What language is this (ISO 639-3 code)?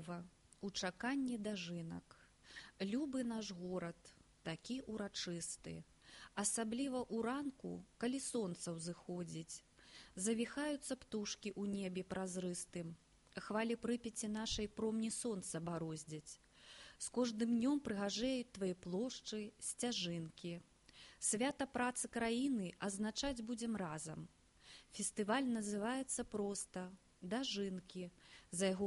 bel